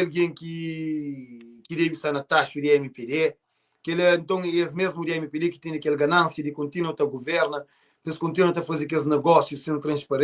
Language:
Kabuverdianu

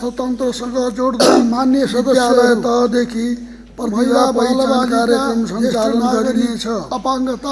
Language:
Nepali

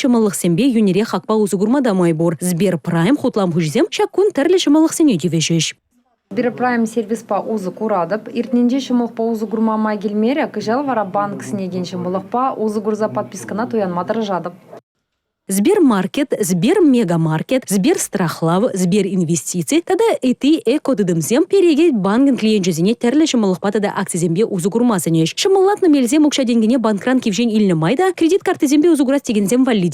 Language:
Chuvash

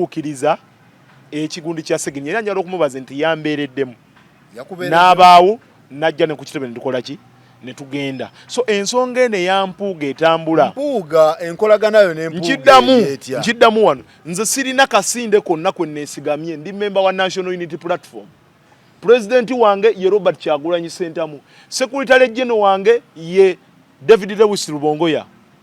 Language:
Ganda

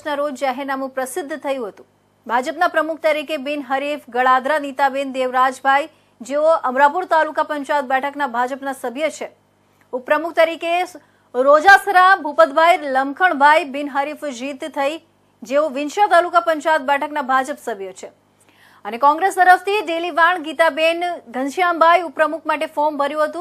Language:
Gujarati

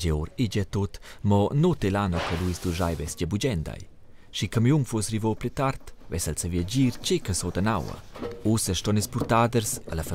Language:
Romansh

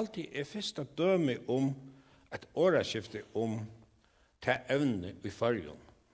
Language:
Faroese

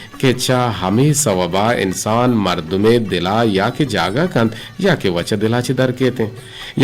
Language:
Eastern Balochi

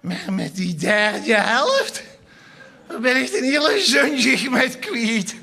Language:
Limburgish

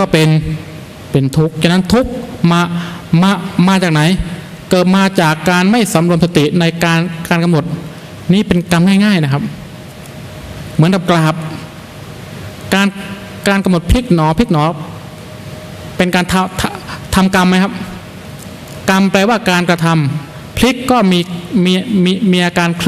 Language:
Thai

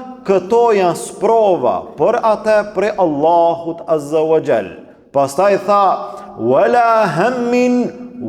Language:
Albanian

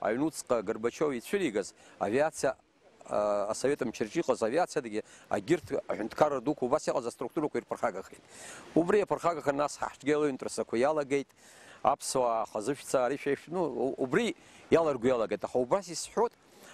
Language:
Abkhazian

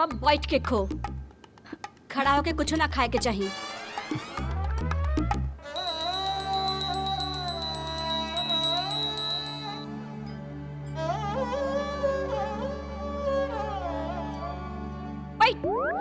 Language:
Bhojpuri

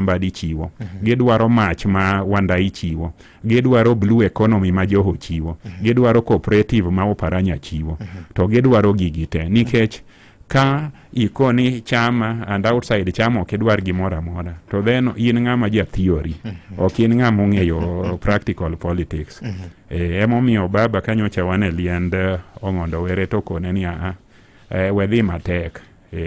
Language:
Luo (Kenya and Tanzania)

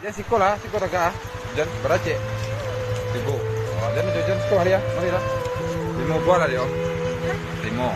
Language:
Minangkabau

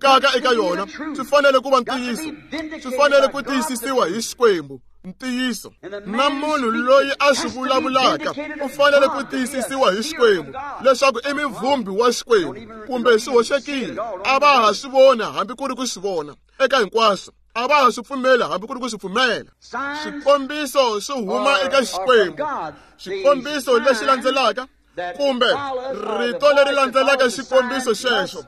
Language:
Tsonga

